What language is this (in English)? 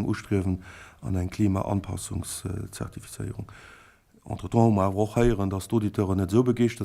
Luxembourgish